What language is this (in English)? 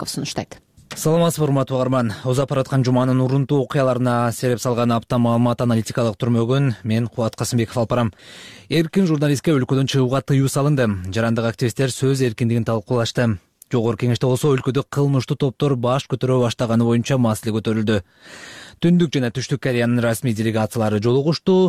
Kyrgyz